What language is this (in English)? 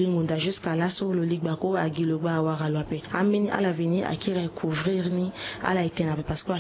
Sango